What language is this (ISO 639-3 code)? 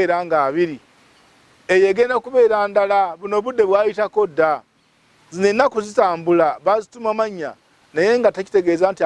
lug